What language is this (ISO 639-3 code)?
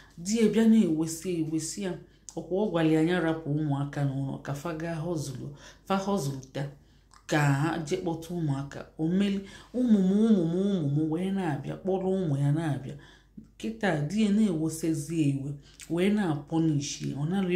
ibo